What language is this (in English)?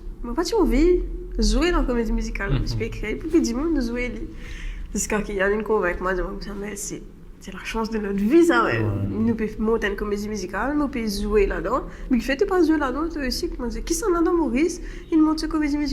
Morisyen